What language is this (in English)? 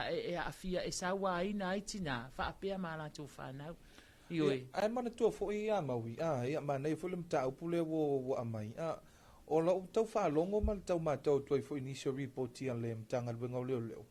Samoan